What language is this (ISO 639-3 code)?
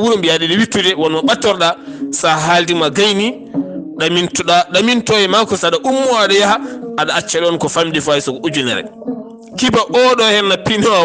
ful